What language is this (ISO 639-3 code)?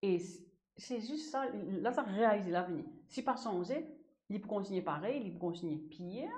mfe